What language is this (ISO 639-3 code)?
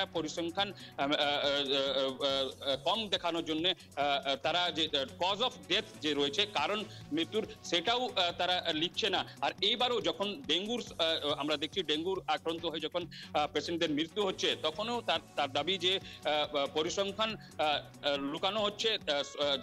ben